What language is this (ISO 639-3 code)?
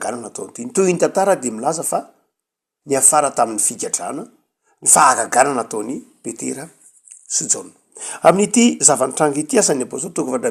mlg